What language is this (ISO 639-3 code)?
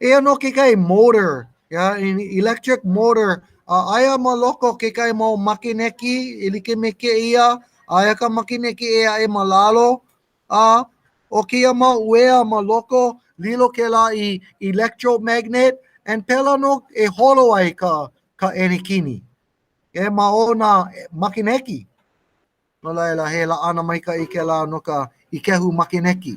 haw